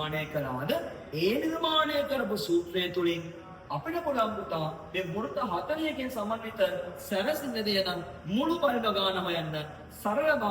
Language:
Sinhala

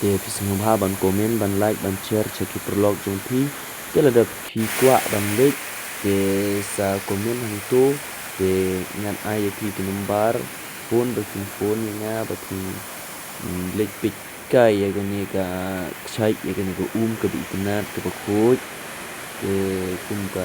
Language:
Khasi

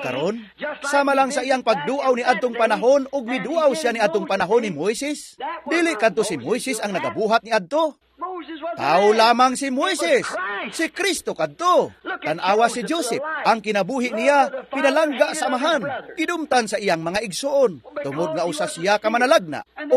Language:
Cebuano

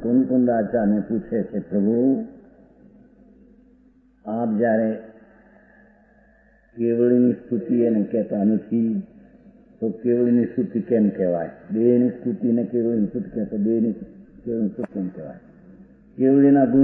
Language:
Gujarati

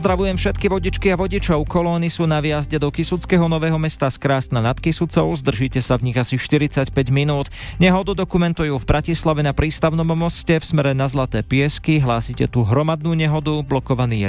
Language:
Slovak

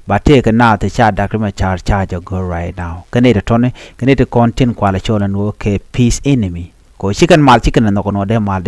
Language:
Nuer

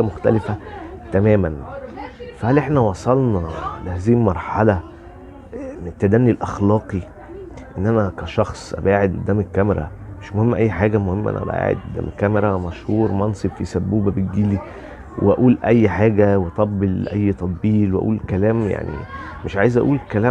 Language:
Egyptian Arabic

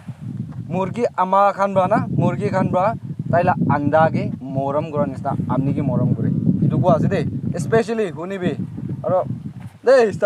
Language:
Naga Pidgin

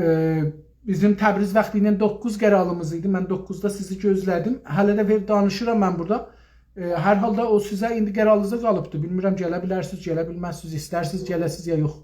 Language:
South Azerbaijani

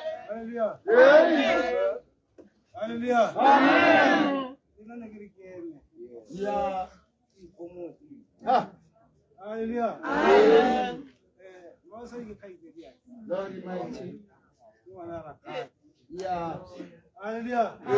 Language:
Tswana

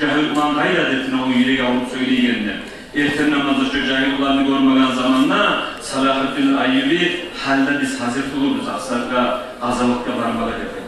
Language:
Kumyk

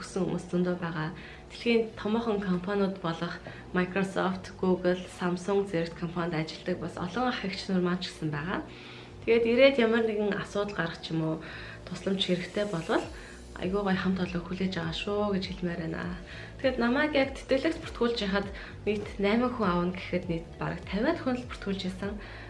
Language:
Mongolian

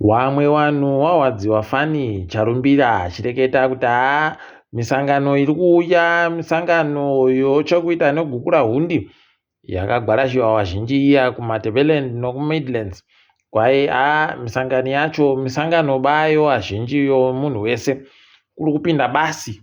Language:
Ndau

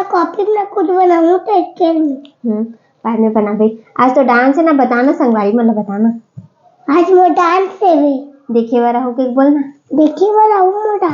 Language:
Chhattisgarhi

